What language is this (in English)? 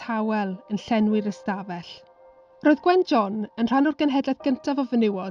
Welsh